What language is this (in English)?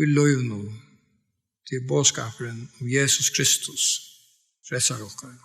Faroese